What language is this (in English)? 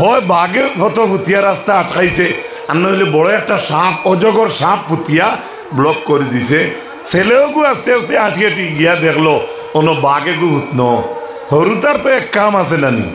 Sylheti